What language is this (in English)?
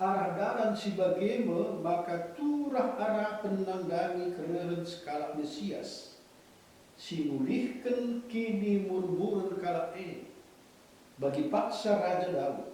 Batak Karo